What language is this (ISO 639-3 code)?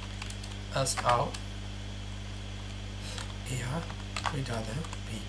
mya